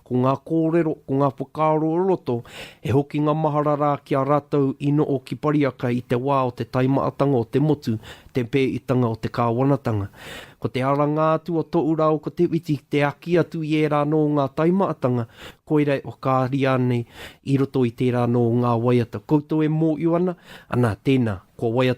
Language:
Māori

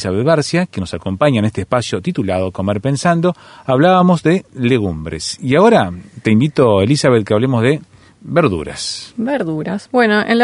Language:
Spanish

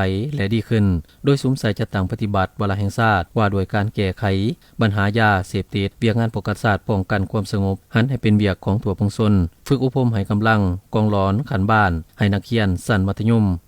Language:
Lao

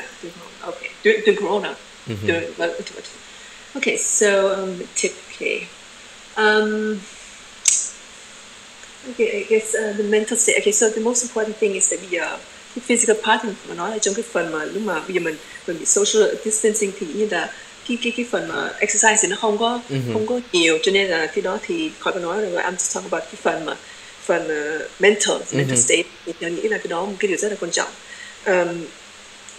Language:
Vietnamese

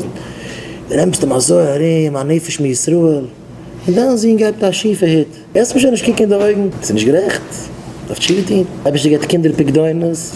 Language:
Yiddish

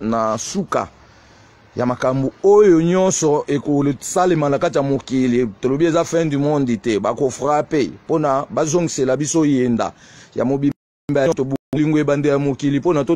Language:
Lingala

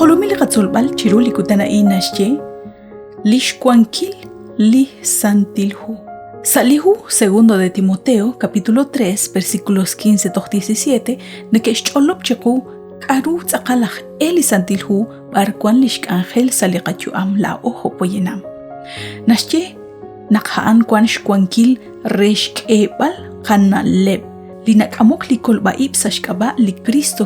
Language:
Kekchí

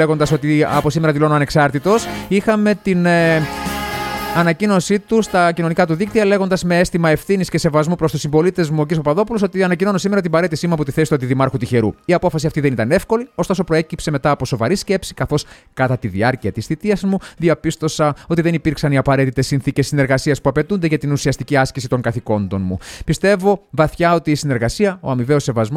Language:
Greek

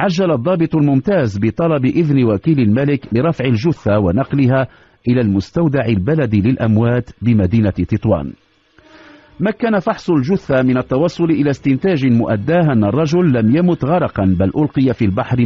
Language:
Arabic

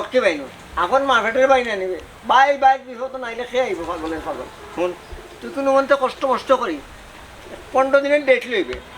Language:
Sylheti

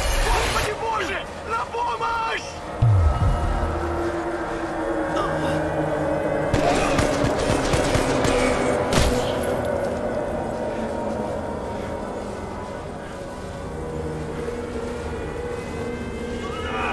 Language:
Russian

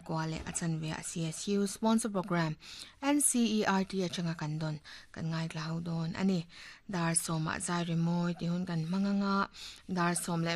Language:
Mizo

